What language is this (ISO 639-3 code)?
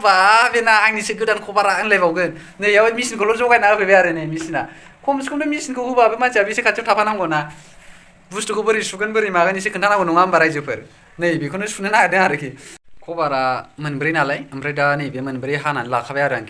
brx